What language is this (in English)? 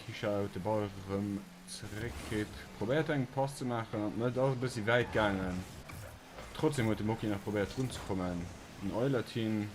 Luxembourgish